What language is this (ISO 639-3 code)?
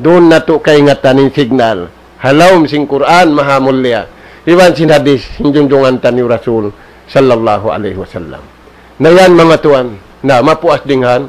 tsg